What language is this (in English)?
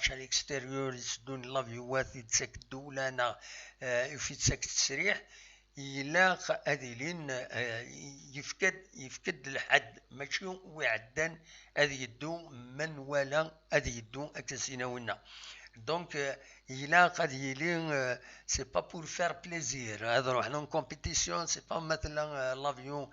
Kabyle